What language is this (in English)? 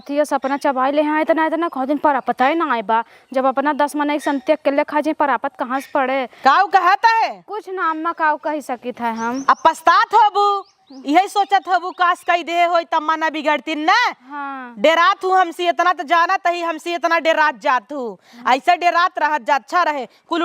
Awadhi